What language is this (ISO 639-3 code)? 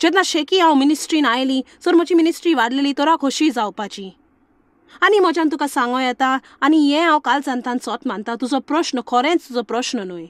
kok